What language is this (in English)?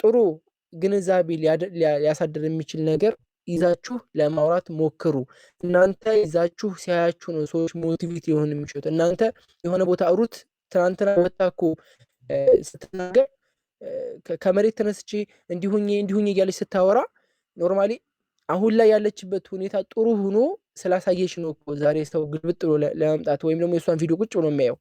Amharic